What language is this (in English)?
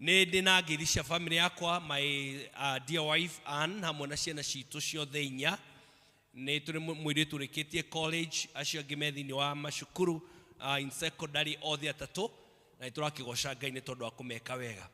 Kikuyu